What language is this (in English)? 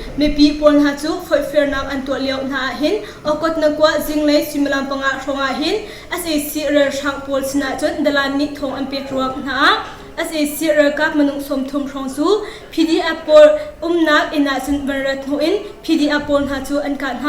Hakha Chin